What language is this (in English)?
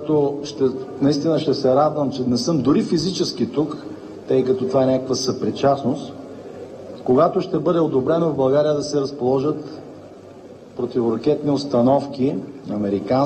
Bulgarian